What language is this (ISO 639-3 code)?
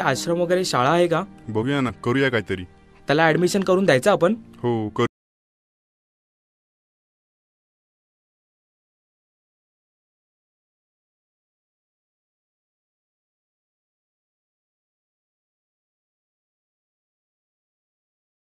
mar